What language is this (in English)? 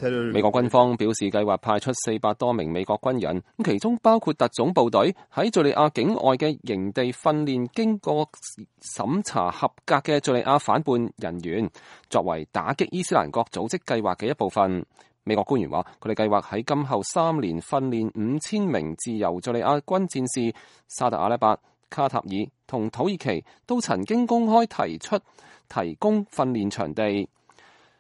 Cantonese